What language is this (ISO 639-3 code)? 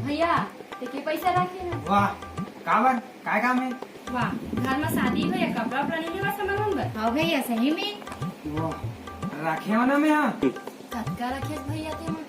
hne